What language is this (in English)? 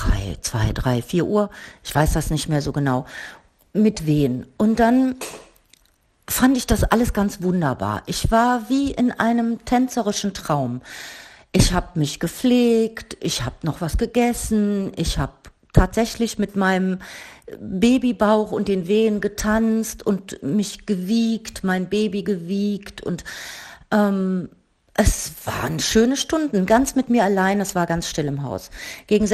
German